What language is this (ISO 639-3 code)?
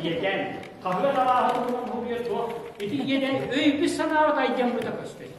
sah